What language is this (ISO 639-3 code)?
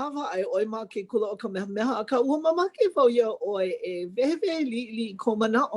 haw